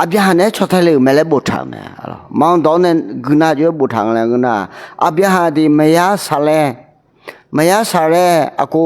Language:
Akha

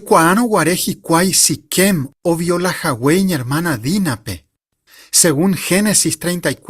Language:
Guarani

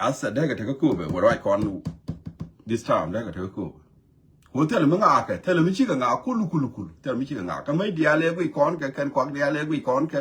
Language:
Nuer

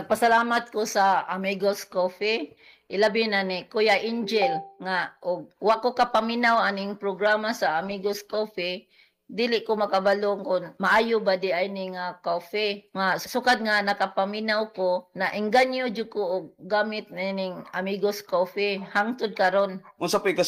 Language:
Cebuano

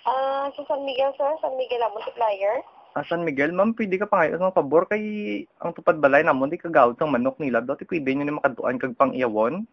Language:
Hiligaynon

